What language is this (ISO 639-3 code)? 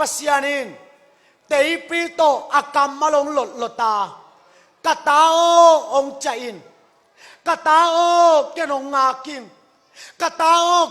ctd